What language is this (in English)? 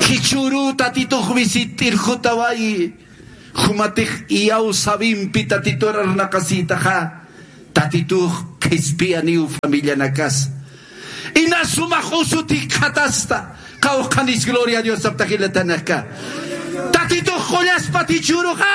Aymara